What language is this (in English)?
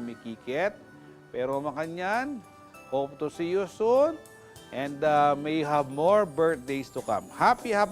Pampanga